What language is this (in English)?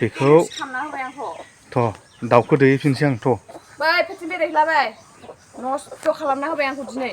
Bodo